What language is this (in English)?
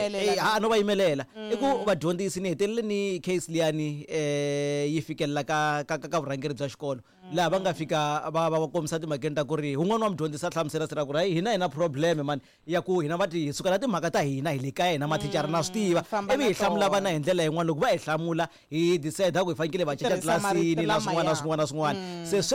Tsonga